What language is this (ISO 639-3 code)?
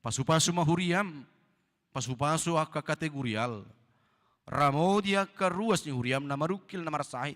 bbc